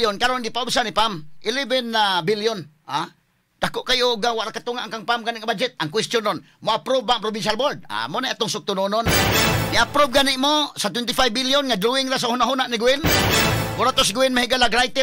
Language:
Cebuano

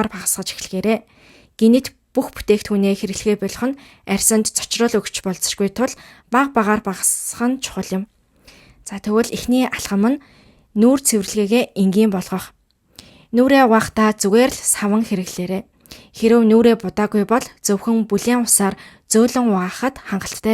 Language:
Mongolian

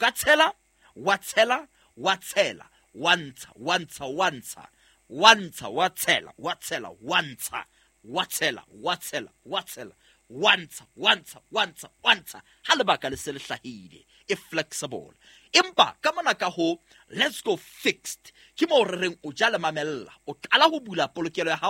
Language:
Southern Sotho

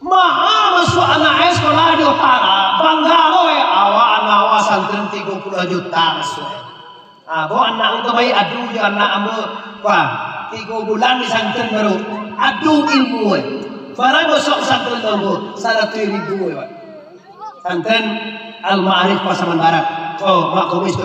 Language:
Minangkabau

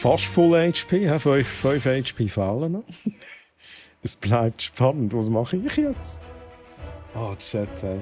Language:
Swiss German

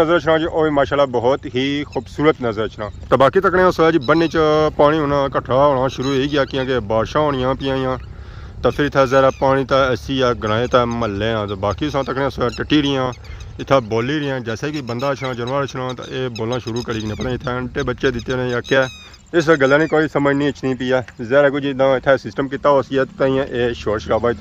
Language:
Pahari-Potwari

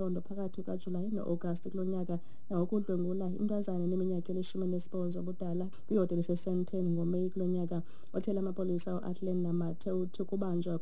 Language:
Xhosa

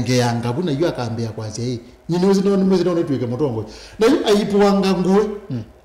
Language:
Kamba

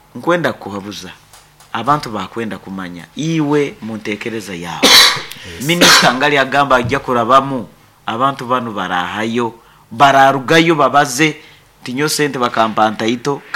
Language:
Nyankole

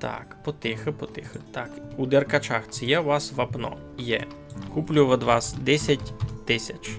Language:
Rusyn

